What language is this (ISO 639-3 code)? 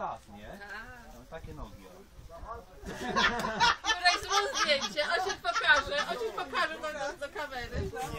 pol